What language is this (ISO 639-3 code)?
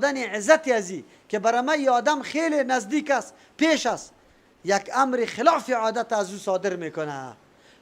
fas